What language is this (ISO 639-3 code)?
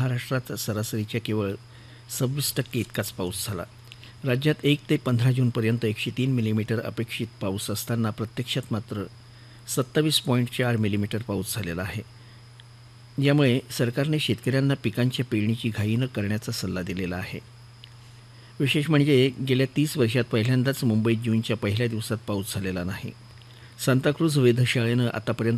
mar